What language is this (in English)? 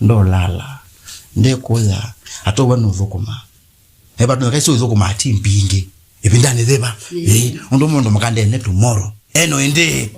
Kamba